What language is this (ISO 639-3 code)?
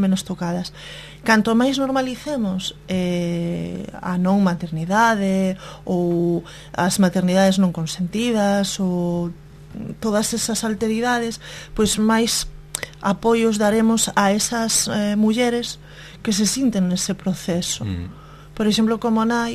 glg